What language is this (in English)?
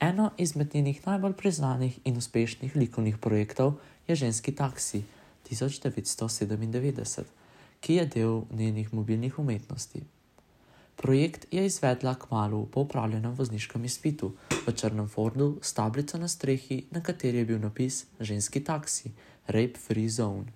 Slovenian